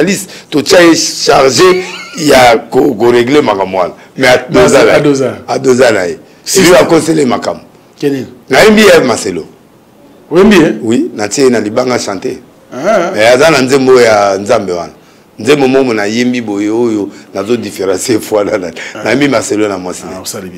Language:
Lingala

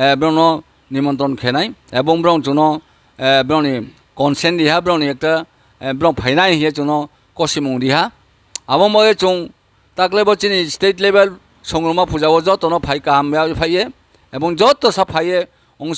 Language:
Riang (India)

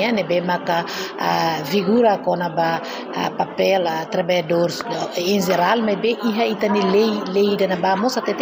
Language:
Tetum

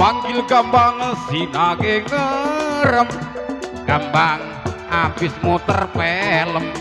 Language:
Betawi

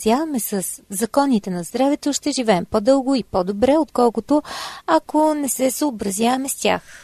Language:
Bulgarian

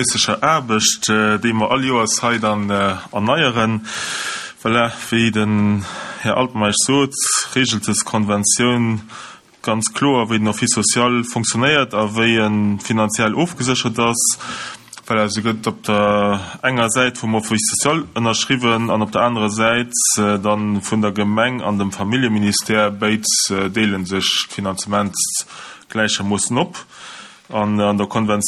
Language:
Luxembourgish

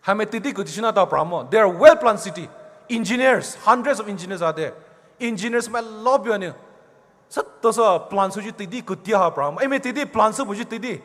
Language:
Poumei Naga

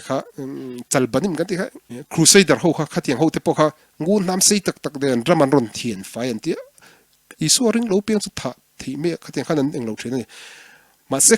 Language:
Mizo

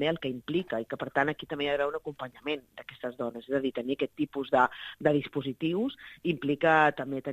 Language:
Catalan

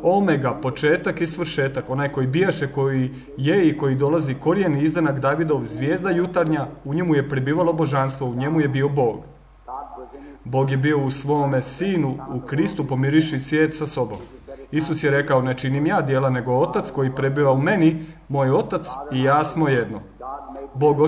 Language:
Croatian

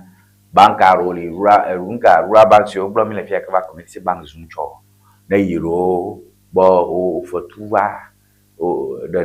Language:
Ewe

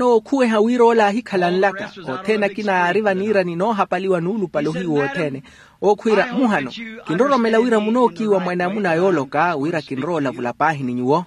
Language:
Makhuwa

